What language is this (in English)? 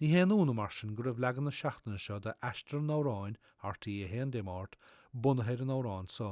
Irish